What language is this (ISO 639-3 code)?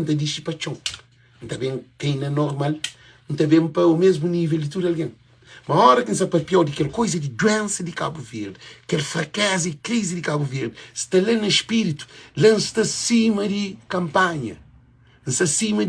kea